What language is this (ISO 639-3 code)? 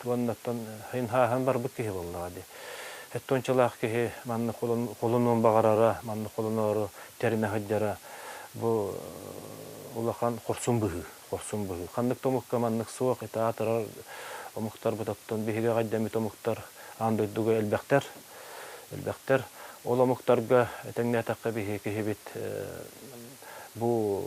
sah